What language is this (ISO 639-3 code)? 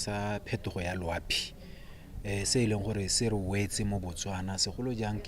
tsn